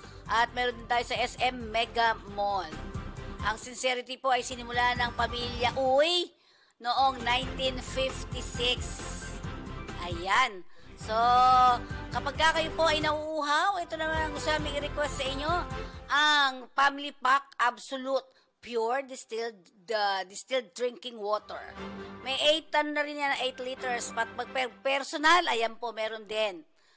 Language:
Filipino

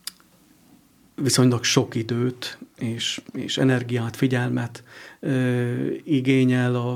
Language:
Hungarian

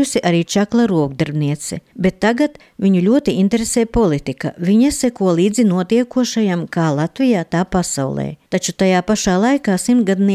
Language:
Latvian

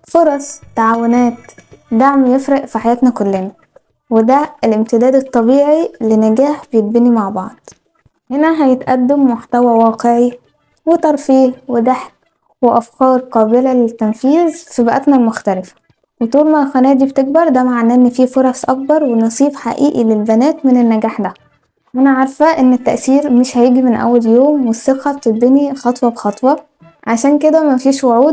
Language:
Egyptian Arabic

